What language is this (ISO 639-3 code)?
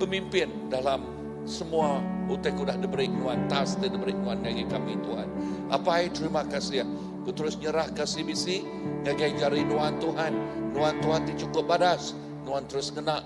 iba